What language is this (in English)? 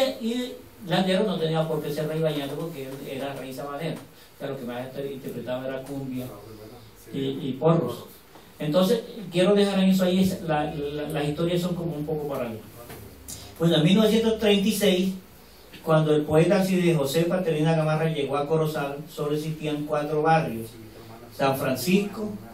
Spanish